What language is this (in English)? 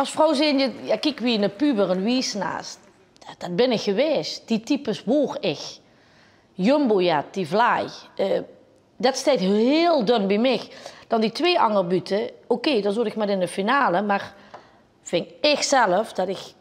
Limburgish